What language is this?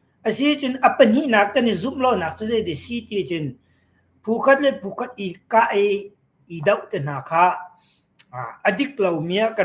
Hakha Chin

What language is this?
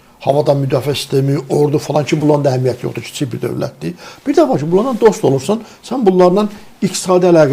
Azerbaijani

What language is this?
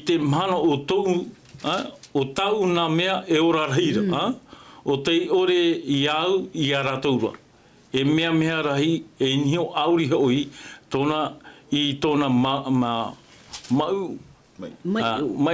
Tahitian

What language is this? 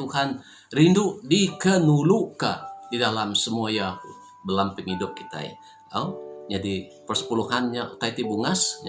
Iban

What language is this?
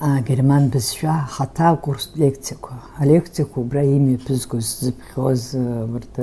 Abkhazian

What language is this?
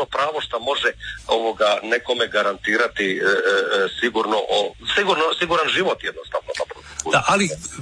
Croatian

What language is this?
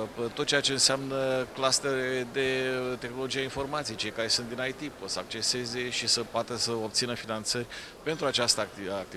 Romanian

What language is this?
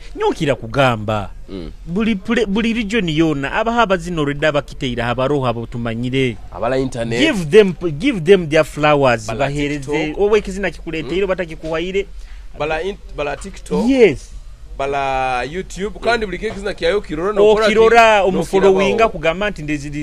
Nyoro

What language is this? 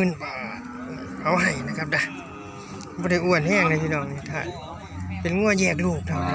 Northeastern Thai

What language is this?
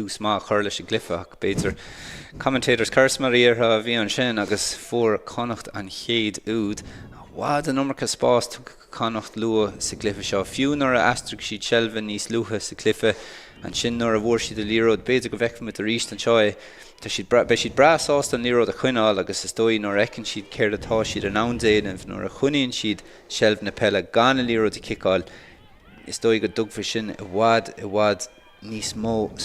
Irish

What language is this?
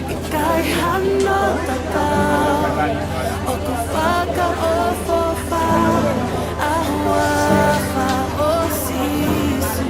Tongan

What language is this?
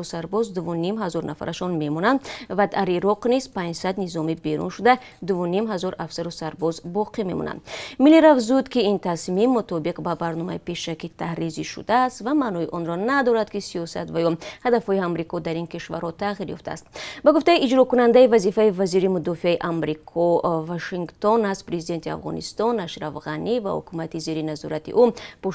Tajik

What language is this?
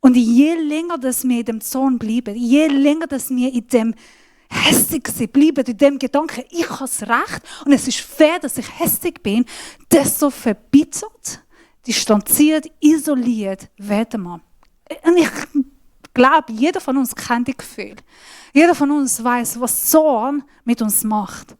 Swiss German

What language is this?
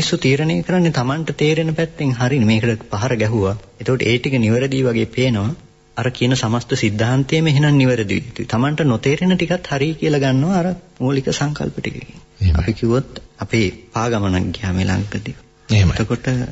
Sinhala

